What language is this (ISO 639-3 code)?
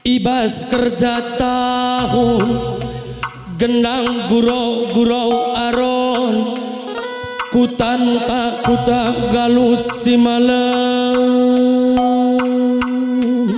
btx